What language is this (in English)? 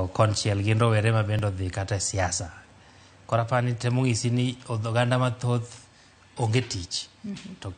Luo (Kenya and Tanzania)